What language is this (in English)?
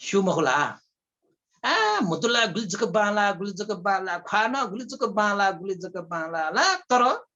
Newari